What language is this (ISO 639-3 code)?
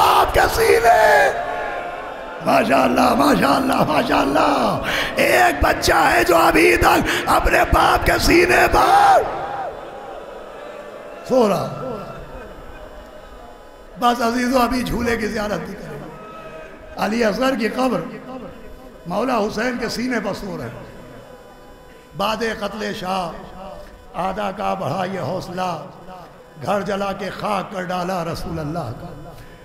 urd